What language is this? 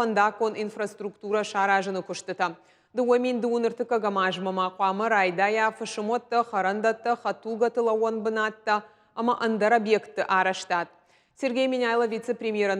Ossetic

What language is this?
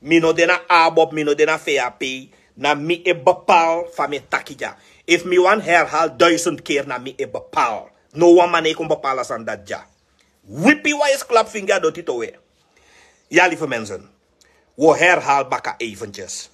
Sranan Tongo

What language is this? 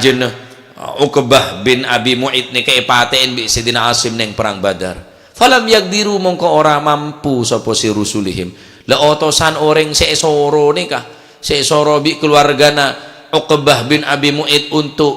Madurese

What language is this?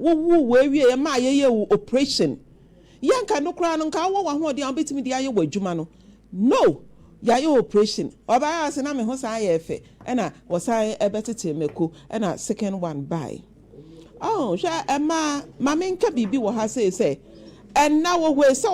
Akan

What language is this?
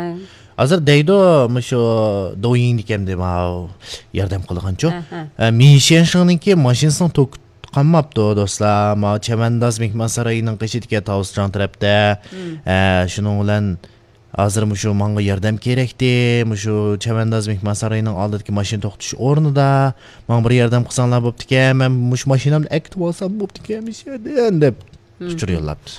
Uyghur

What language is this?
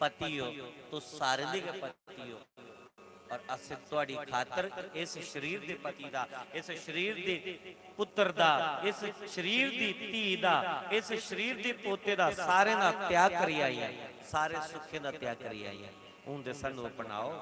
Dogri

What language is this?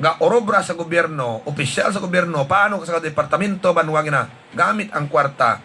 Hiligaynon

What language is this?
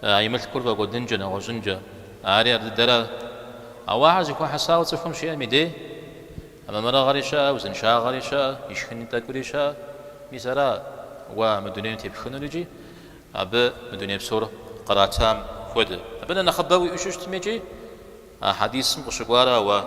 Kabardian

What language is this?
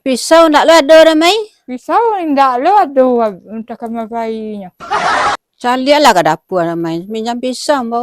Minangkabau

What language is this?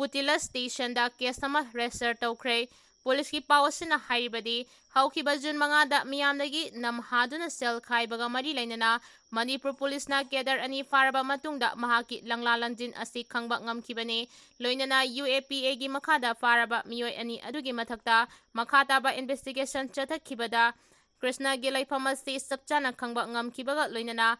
Manipuri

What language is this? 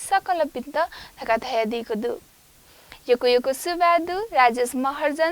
Newari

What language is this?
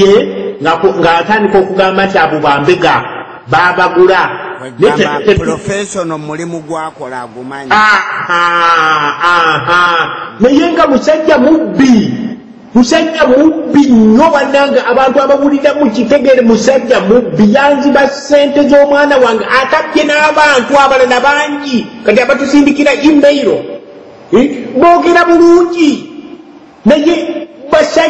Ganda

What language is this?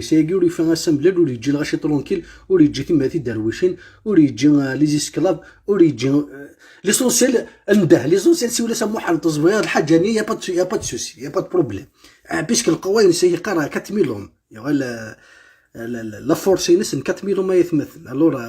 Kabyle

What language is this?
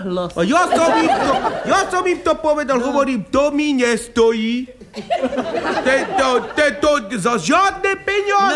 Slovak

